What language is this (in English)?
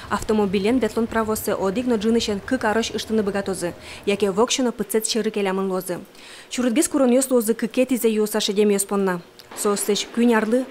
Udmurt